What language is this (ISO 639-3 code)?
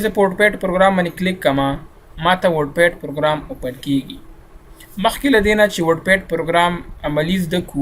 pus